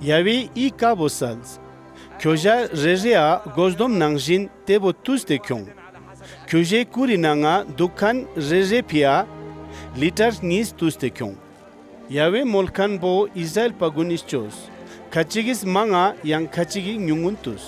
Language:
Ladakhi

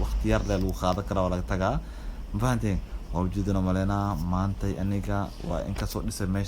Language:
Somali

